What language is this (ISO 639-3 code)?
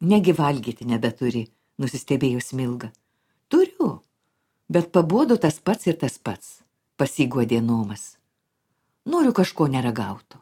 lit